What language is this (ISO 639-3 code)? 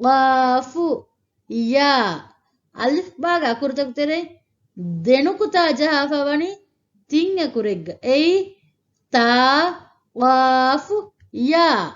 div